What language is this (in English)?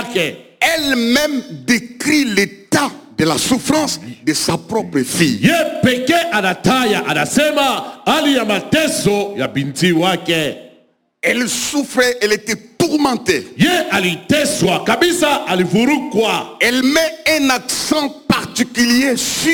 Swahili